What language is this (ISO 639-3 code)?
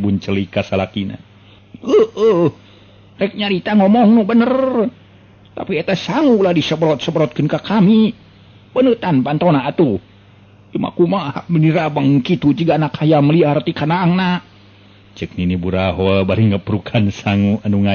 sun